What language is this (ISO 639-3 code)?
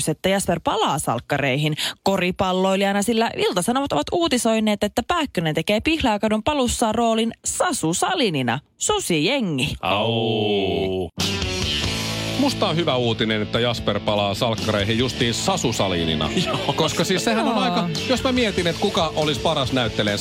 fin